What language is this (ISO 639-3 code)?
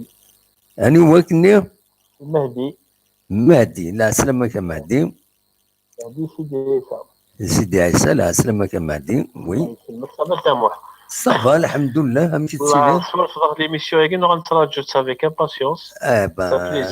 kab